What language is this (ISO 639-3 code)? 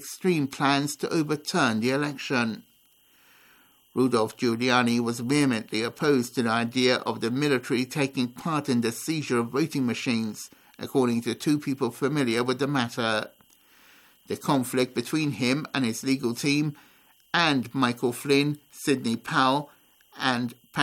eng